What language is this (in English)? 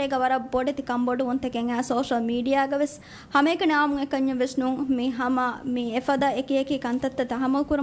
Divehi